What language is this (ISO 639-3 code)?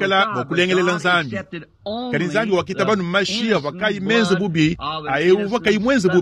lua